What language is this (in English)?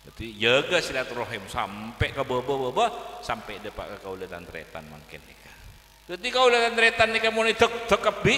Madurese